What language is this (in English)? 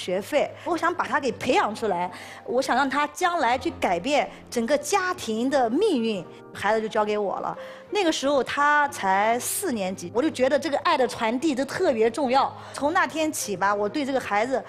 Chinese